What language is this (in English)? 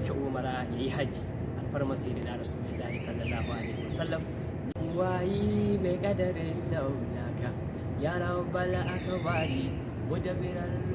Hausa